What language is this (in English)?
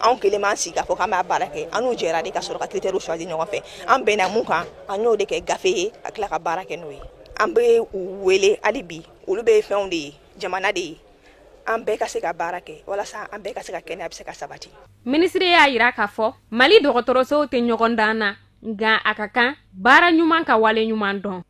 Bambara